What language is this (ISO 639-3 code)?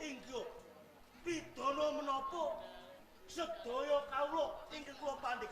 jav